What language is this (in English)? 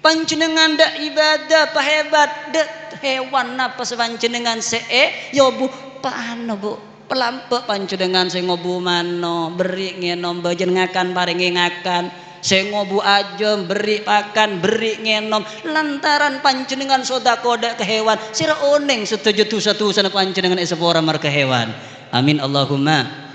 Madurese